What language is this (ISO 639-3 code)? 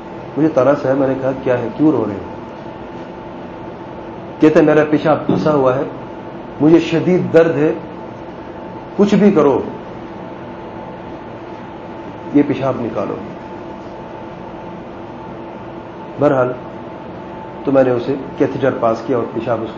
urd